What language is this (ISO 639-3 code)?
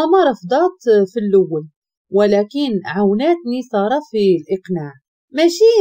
ary